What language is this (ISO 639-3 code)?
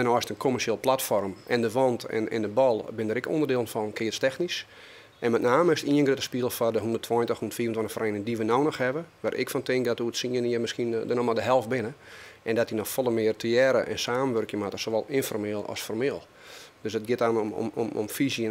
fry